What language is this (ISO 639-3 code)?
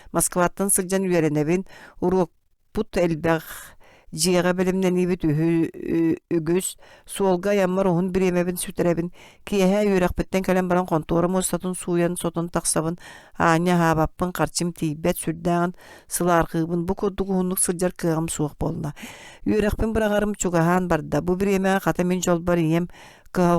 sah